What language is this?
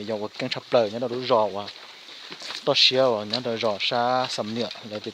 Hmong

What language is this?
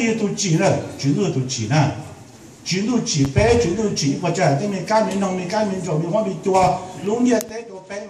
Hmong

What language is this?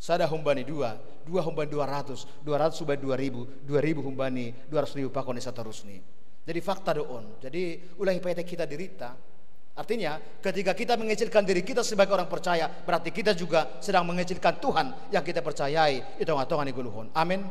Batak Simalungun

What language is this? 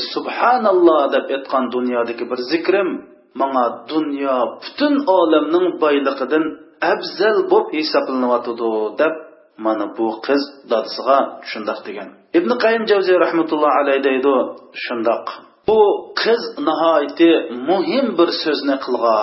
Uyghur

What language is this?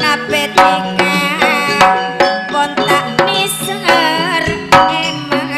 Madurese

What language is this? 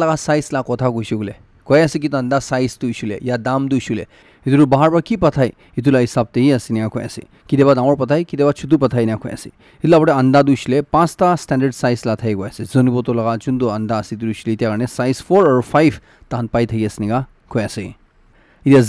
Naga Pidgin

